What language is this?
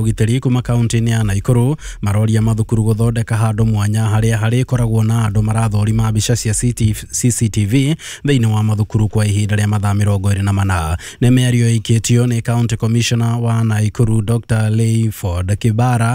Kikuyu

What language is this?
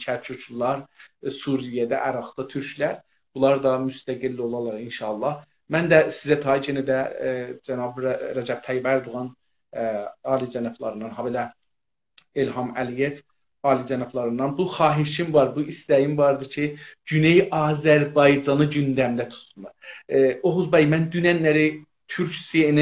South Azerbaijani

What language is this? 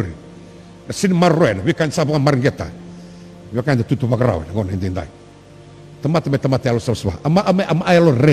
Fijian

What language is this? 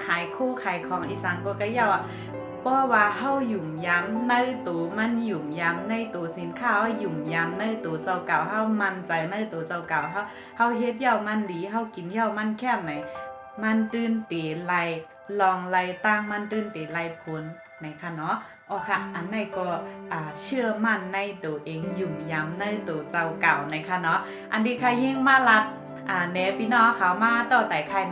Shan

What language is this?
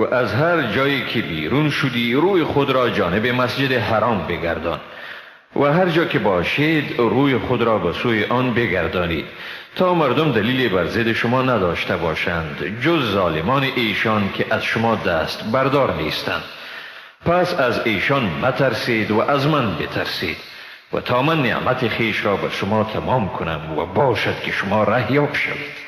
Persian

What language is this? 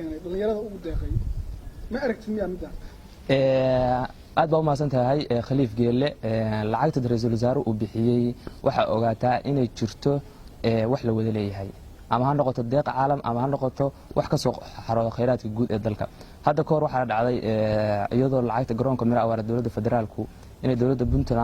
Somali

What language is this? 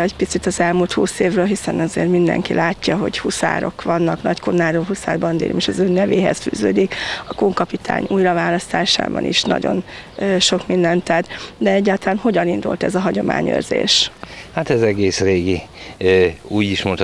Hungarian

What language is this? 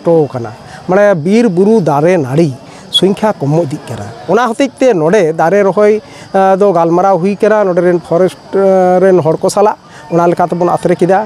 Santali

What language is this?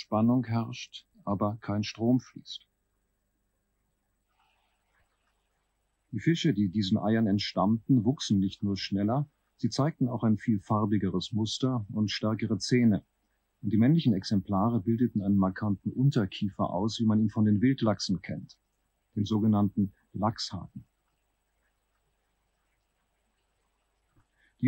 German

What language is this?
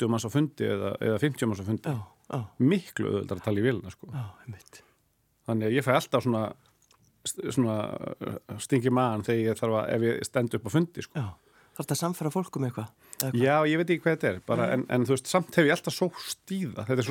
Icelandic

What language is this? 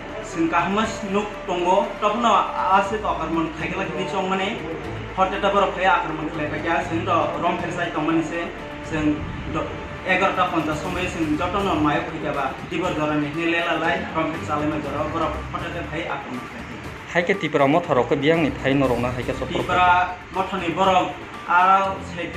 Kok Borok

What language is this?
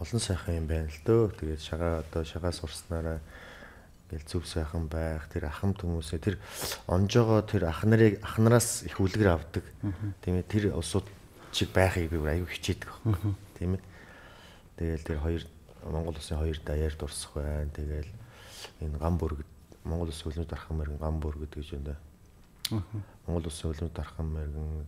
Mongolian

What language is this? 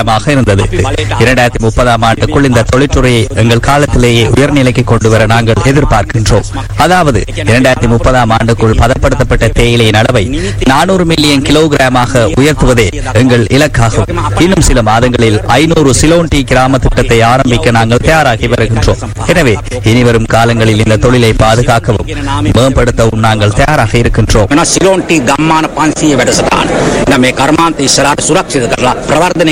Tamil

